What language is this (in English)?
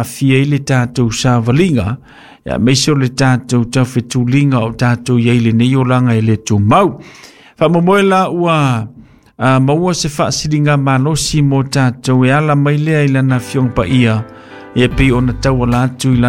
Samoan